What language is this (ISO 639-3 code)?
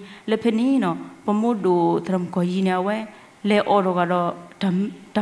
ksw